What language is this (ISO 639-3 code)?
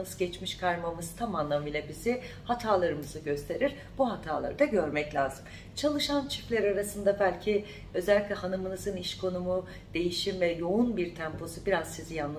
tur